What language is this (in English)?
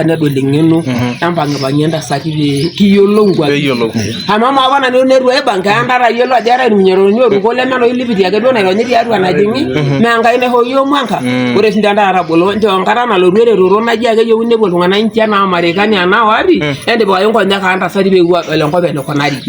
Masai